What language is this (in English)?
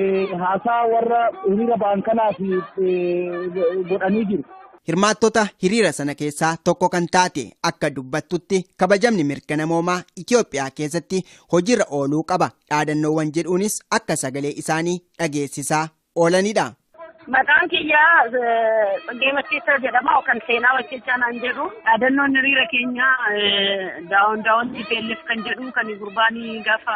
Oromo